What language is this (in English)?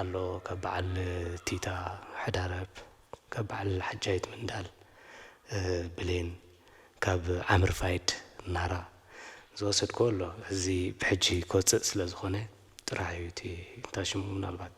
Tigrinya